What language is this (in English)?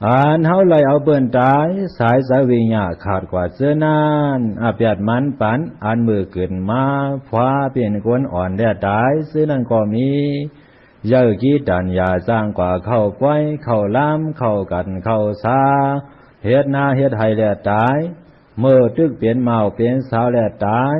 Shan